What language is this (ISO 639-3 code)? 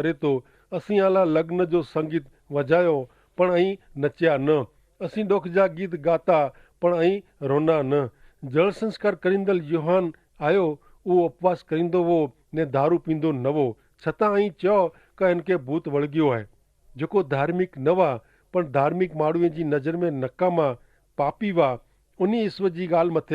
kfr